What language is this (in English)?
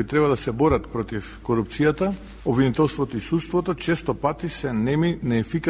Macedonian